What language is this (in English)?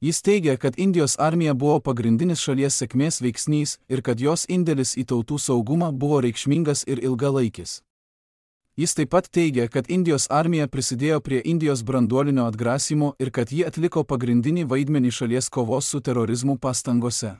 Lithuanian